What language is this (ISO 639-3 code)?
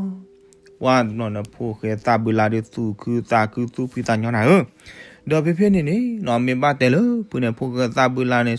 ksw